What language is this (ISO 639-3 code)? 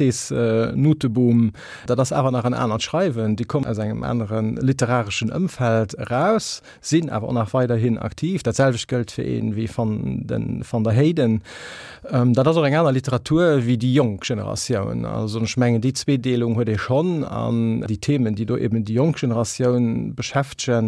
ltz